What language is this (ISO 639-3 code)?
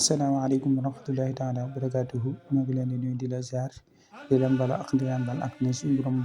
wol